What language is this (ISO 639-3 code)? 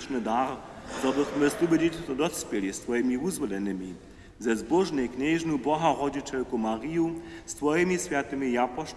hsb